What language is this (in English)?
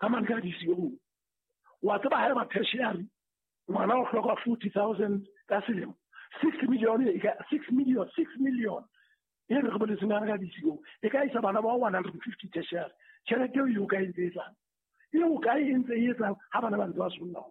Southern Sotho